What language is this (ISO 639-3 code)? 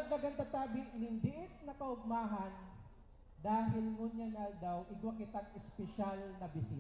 bik